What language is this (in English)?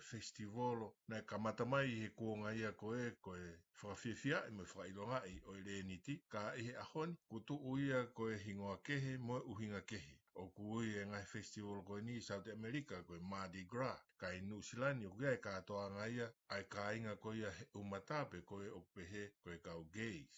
Tongan